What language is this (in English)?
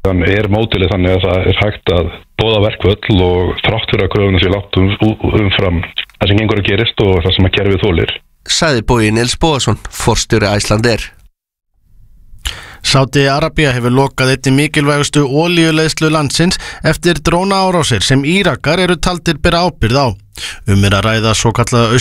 Icelandic